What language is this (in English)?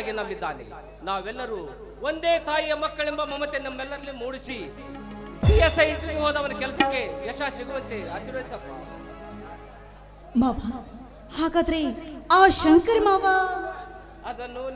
Kannada